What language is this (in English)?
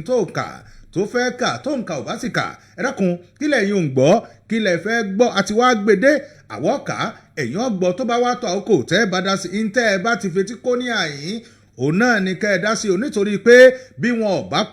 Yoruba